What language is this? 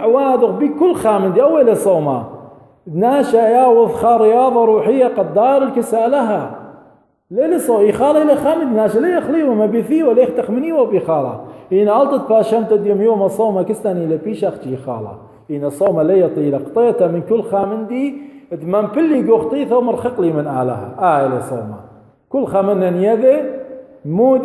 Assyrian Neo-Aramaic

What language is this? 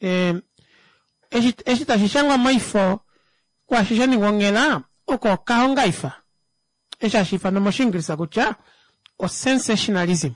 Kuanyama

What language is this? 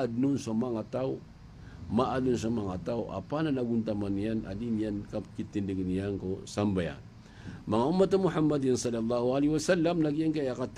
Maranao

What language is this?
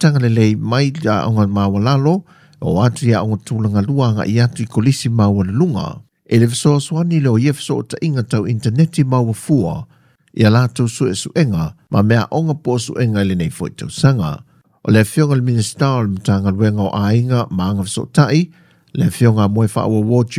Samoan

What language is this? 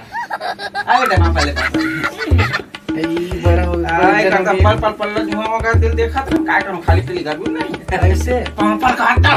Chhattisgarhi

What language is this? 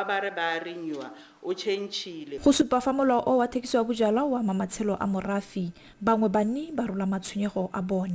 Tswana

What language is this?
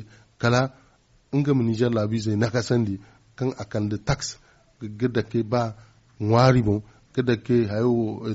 Zarma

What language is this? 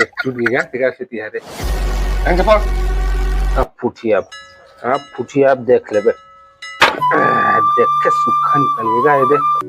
Chhattisgarhi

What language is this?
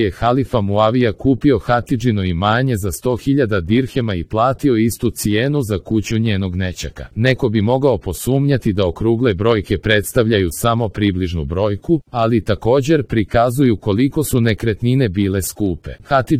Serbian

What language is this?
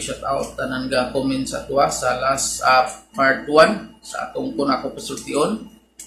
Cebuano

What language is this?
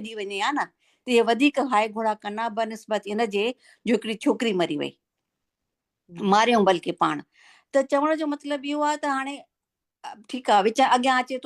Sindhi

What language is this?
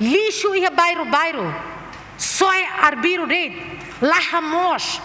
Tetum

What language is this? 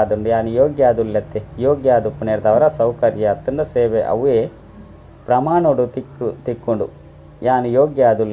Tulu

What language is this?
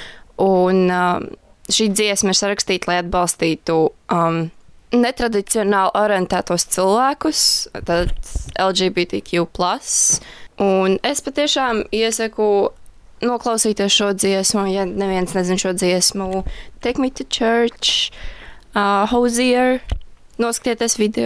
Latvian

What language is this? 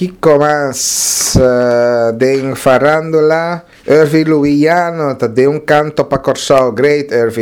Papiamento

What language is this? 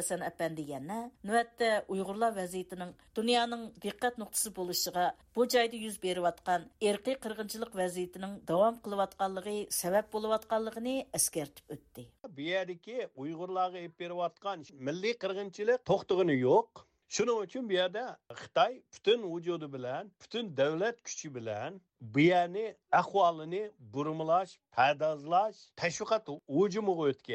Uyghur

